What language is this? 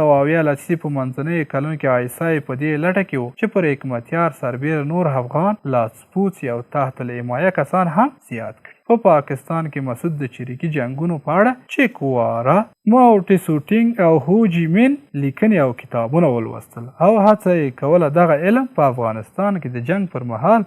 Pashto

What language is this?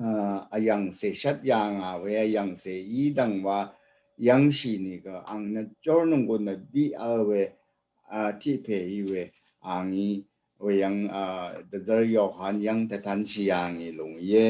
Rawang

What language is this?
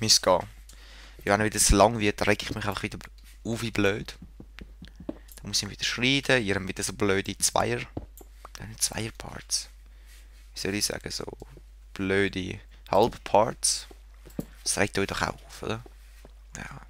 Swiss German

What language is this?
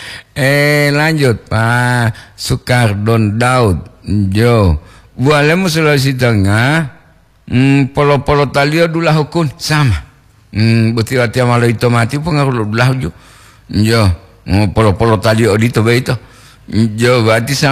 Gorontalo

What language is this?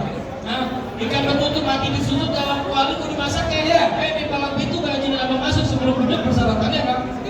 Betawi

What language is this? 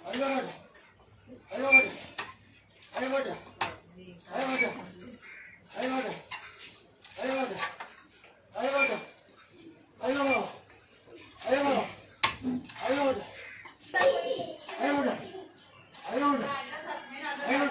Telugu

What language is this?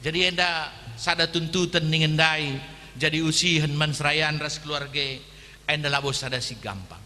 Batak Karo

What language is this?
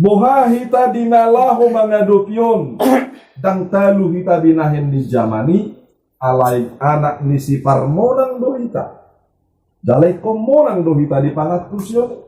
Batak Toba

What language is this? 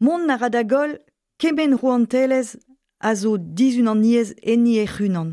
Breton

